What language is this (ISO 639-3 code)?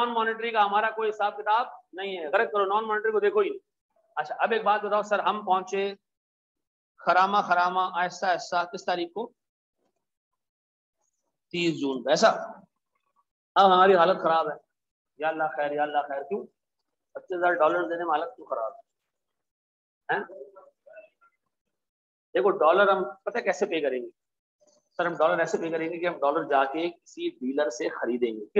hin